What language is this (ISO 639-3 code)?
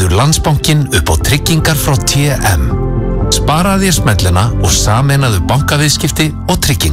isl